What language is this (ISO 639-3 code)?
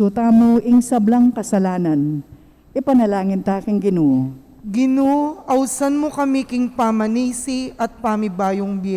pam